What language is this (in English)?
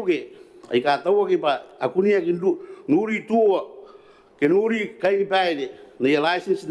Gilbertese